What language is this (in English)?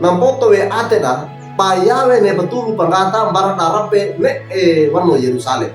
Wejewa